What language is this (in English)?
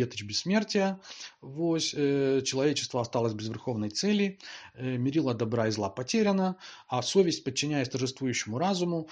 Belarusian